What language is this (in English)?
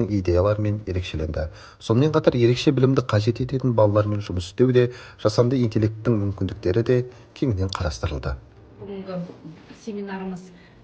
Kazakh